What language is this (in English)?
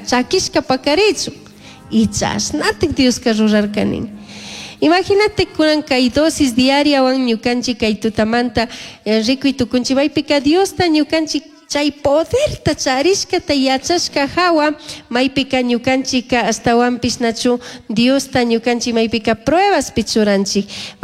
Chimborazo Highland Quichua